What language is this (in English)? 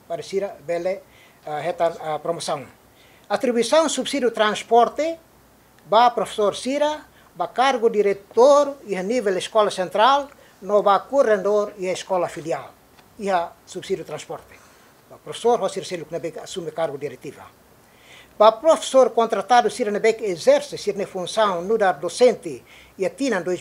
Tetum